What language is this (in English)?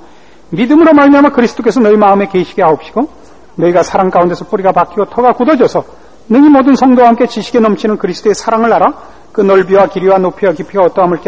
Korean